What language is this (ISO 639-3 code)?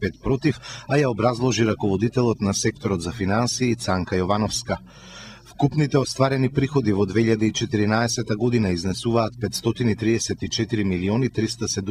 mkd